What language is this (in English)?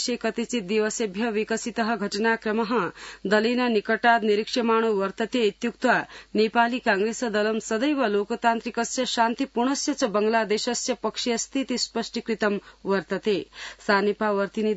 Sanskrit